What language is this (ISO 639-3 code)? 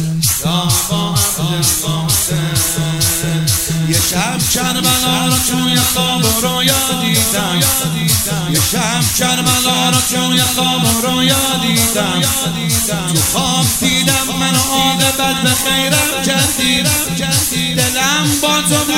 fas